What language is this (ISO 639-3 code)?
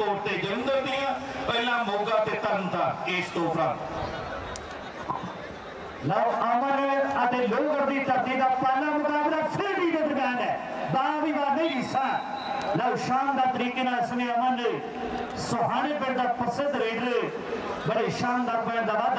pan